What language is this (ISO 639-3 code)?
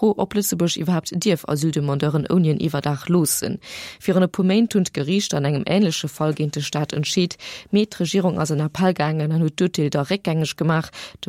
ltz